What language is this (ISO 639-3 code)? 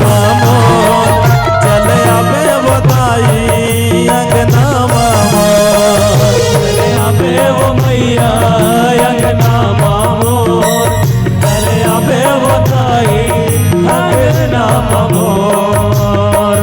hne